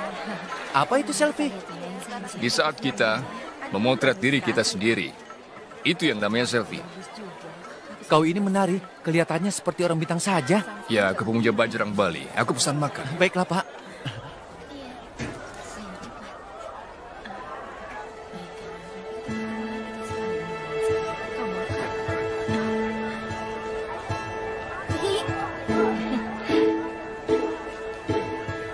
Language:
Indonesian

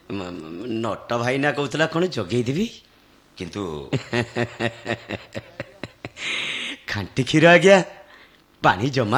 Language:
Odia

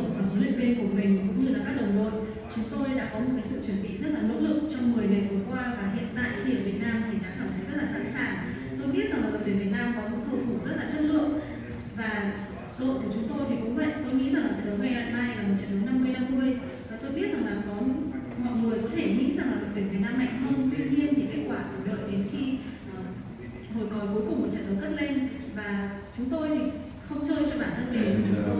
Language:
Vietnamese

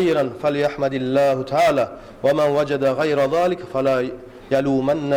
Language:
Kumyk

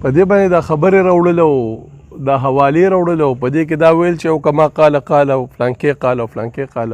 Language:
Pashto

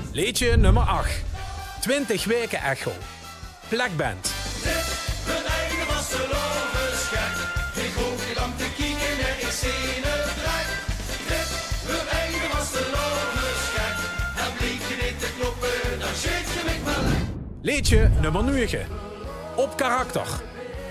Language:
Limburgish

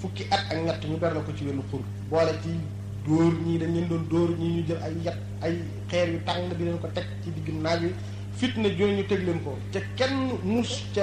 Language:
Wolof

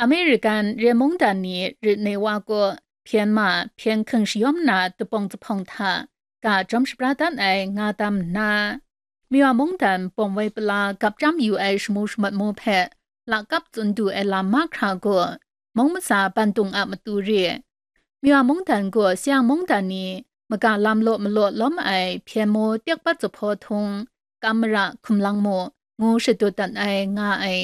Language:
Kachin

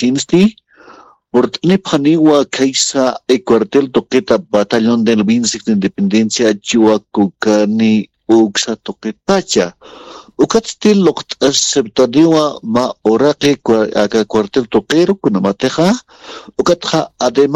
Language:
Aymara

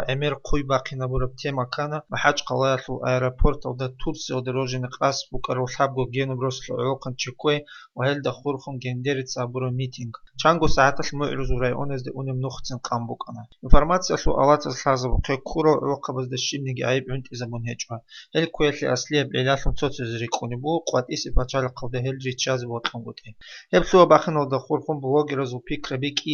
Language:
Avaric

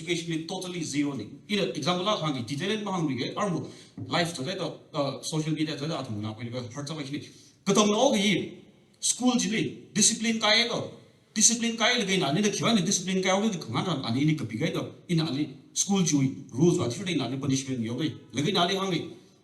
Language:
Tangkhul Naga (India)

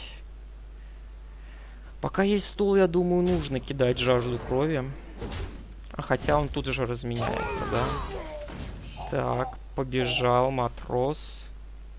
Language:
Russian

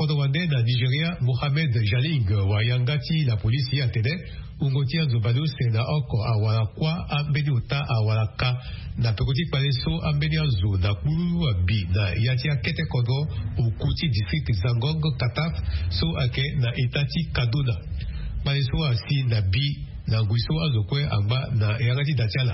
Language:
Sango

